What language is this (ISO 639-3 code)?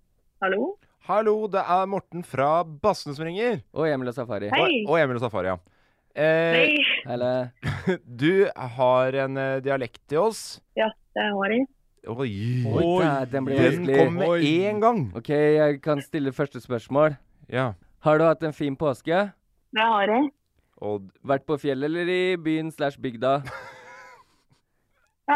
nor